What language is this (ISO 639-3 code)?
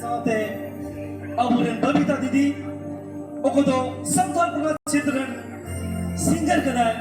sat